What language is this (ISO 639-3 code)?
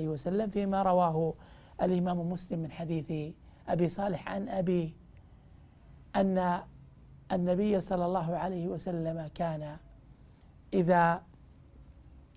ara